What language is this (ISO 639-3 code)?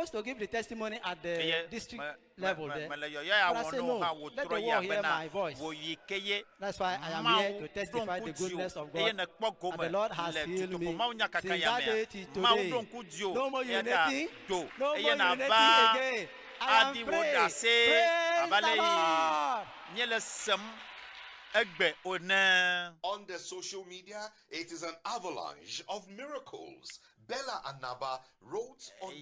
ewe